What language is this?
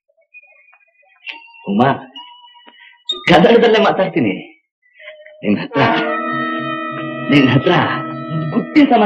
Kannada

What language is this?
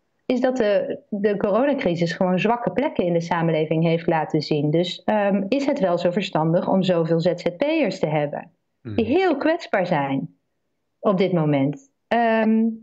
Dutch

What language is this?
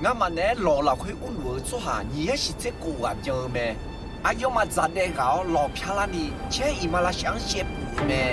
Akha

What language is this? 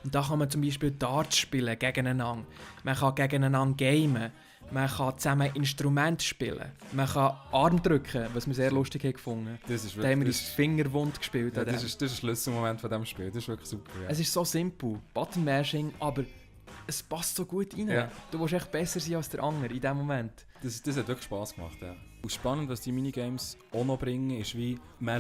Swiss German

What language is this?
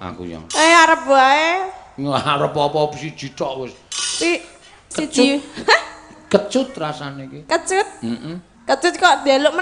Javanese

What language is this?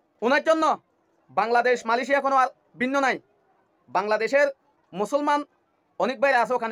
Rohingya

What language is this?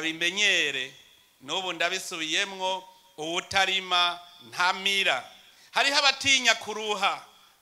Rundi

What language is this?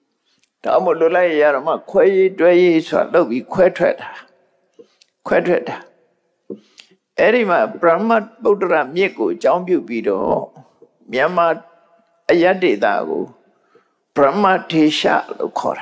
Burmese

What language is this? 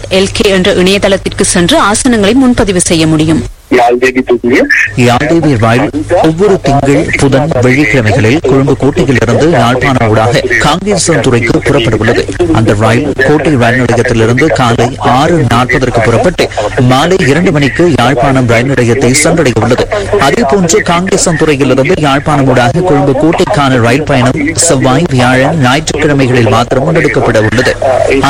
Tamil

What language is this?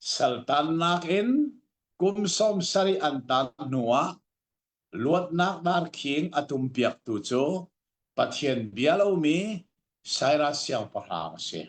Hakha Chin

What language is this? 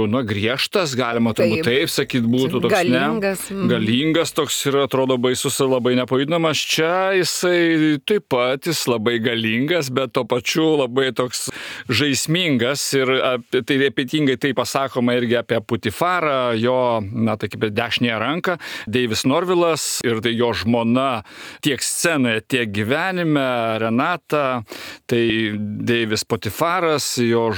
Lithuanian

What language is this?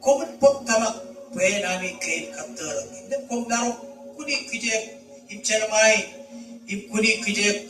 Marshallese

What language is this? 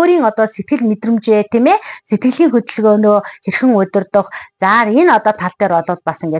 Mongolian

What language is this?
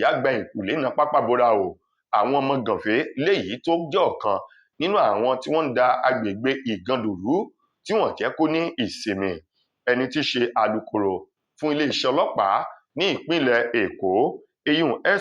Yoruba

